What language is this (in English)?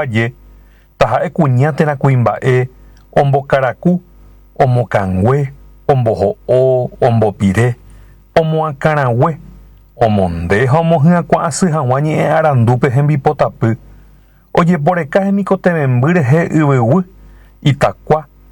Guarani